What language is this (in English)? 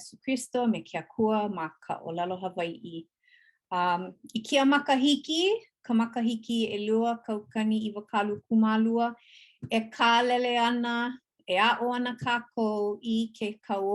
Hawaiian